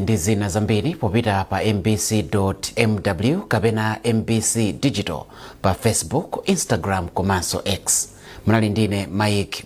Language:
Nyanja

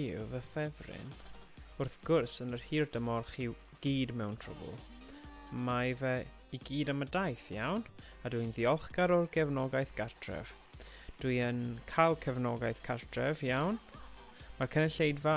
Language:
Welsh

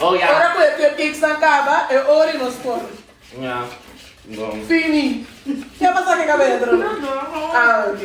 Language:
Papiamento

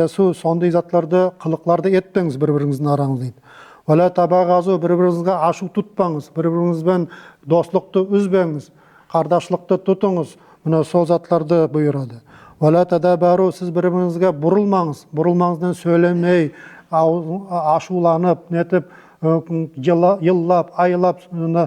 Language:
Nogai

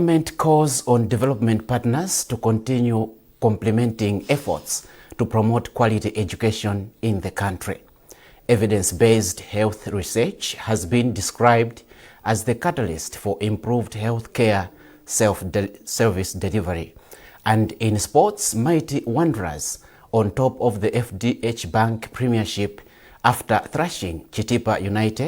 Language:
English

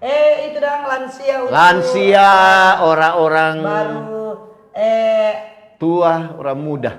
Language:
Manado Malay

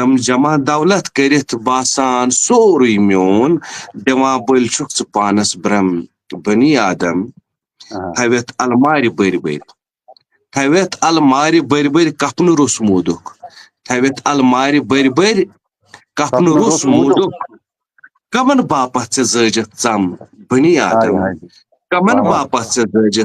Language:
Kashmiri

